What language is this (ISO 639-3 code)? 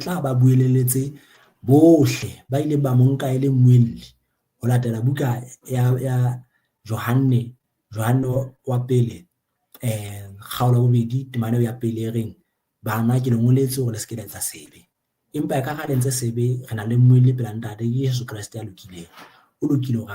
sot